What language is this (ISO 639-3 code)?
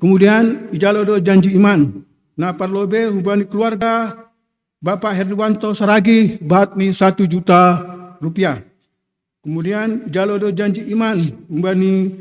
bts